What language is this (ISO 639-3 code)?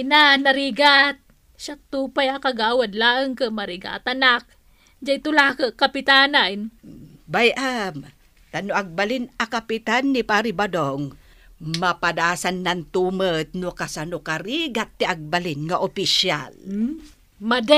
ilo